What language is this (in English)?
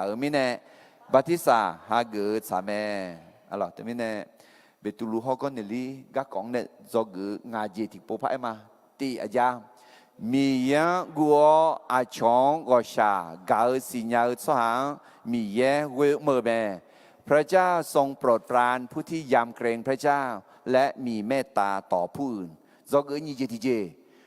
Akha